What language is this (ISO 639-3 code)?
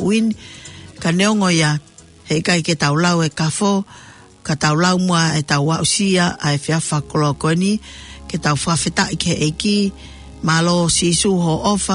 ton